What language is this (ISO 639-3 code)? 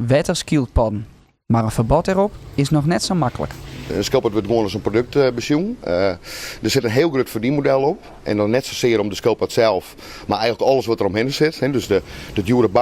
fry